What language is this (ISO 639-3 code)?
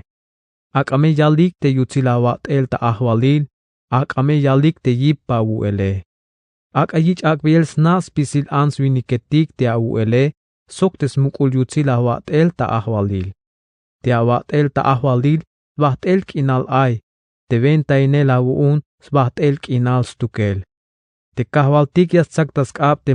tzh